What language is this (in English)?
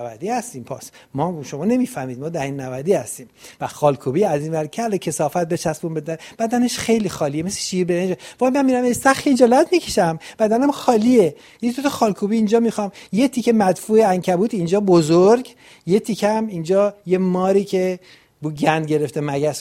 Persian